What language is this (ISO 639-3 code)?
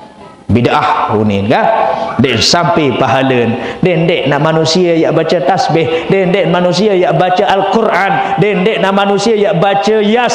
sas